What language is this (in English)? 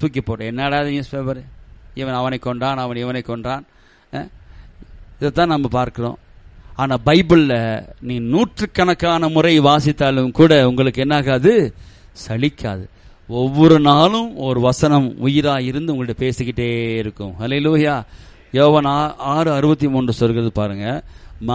Tamil